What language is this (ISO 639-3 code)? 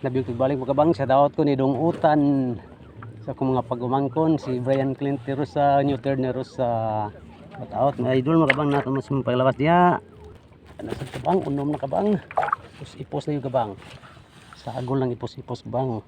ceb